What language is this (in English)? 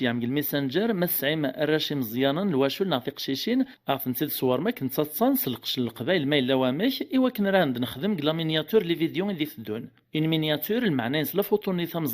Kabyle